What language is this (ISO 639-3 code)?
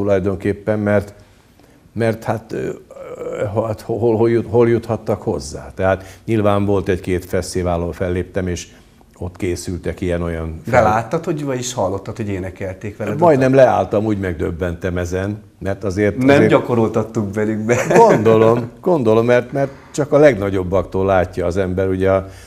hun